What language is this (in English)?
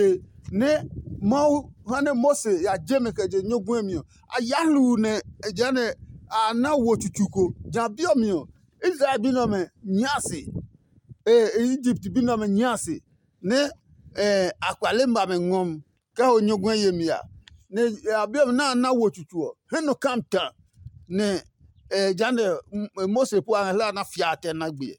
Adangme